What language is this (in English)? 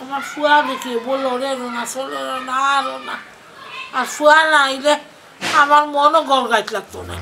Sylheti